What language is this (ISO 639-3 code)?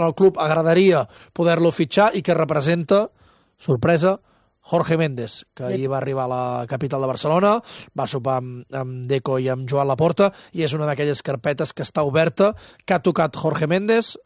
cat